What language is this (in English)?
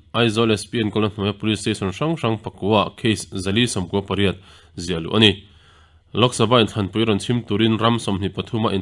Mizo